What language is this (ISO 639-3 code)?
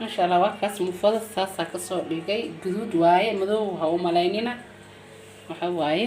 som